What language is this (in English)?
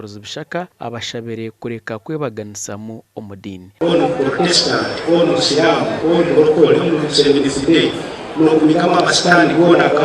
Nyankole